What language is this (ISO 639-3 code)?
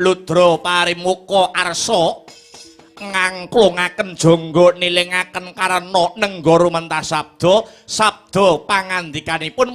jav